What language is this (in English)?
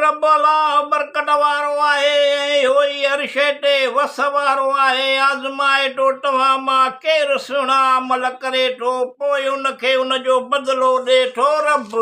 Sindhi